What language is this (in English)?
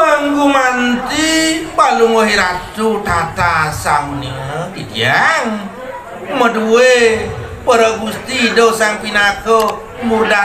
Balinese